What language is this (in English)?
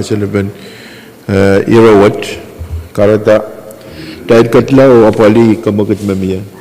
Pohnpeian